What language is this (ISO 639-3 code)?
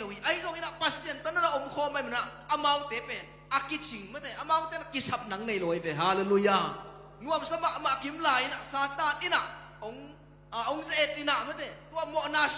ctd